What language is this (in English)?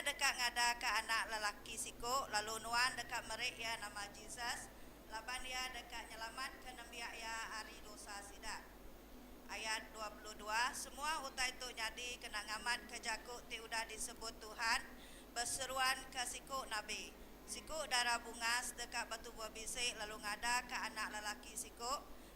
Iban